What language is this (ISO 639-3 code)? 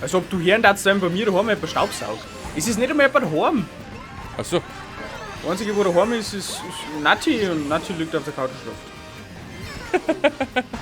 bar